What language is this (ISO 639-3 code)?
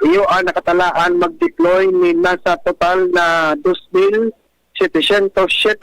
bik